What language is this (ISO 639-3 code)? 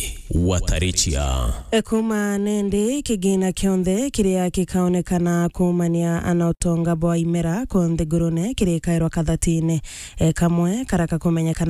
mer